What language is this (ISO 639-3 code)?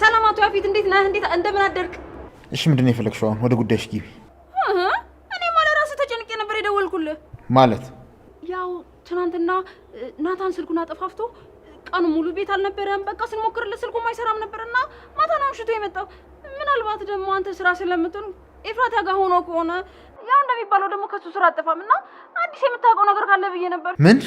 amh